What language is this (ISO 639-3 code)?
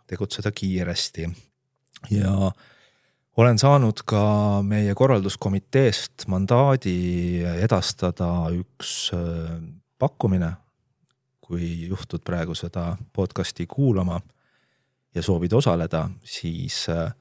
est